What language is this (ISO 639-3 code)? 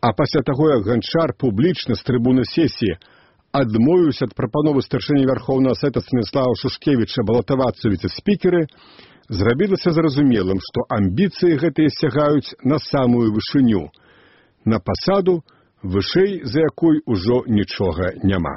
bel